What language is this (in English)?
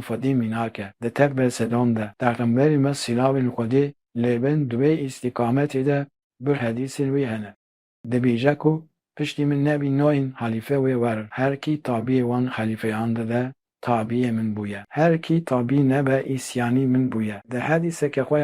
Kurdish